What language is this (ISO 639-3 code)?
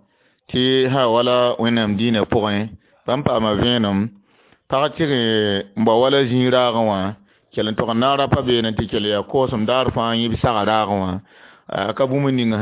mos